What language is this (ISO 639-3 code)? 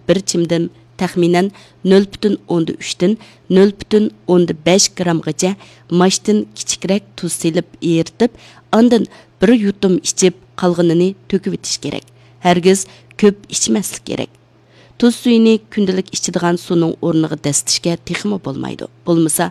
uig